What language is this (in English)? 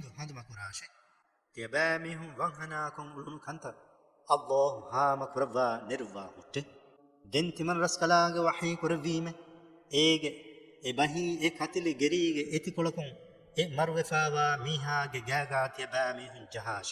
Divehi